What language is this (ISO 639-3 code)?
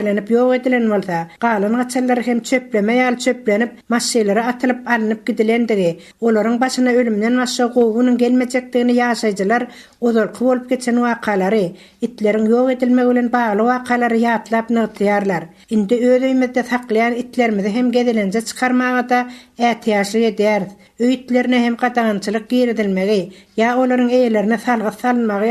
tuk